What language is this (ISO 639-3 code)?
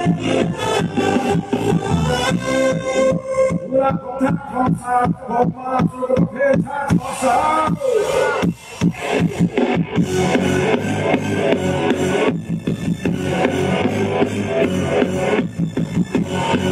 tha